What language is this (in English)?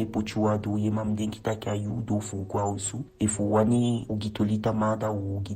Eastern Maroon Creole